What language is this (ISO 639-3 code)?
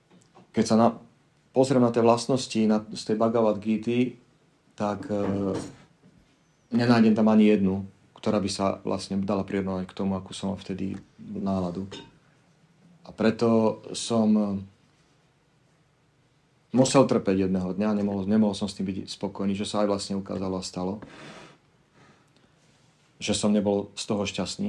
slk